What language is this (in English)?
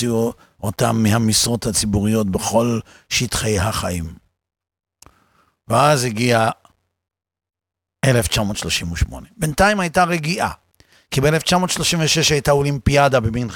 Hebrew